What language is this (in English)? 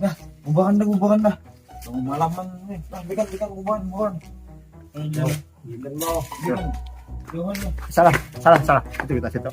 Banjar